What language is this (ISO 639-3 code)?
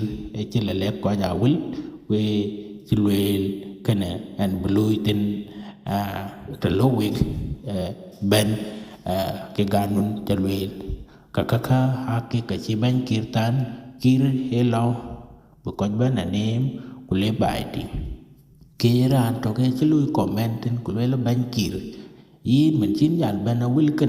din